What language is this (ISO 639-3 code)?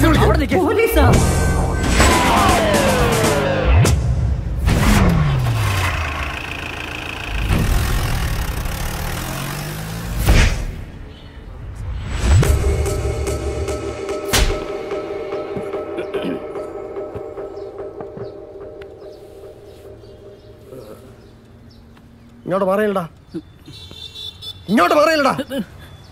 mal